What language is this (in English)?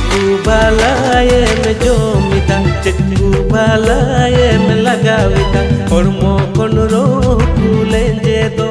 Santali